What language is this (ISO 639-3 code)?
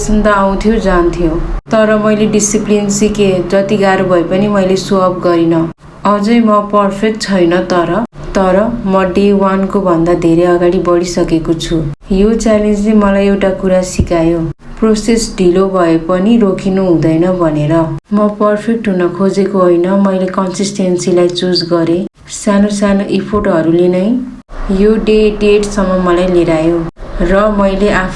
nep